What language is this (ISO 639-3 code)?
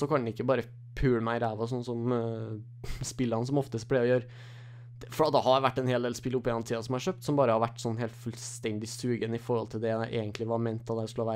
nor